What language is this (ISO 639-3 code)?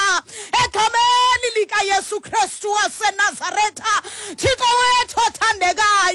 xho